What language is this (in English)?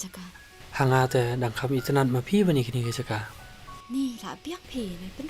Khasi